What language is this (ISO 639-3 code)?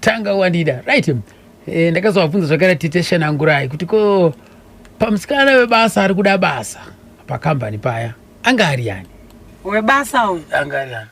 sna